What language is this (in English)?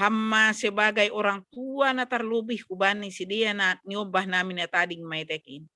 Batak Simalungun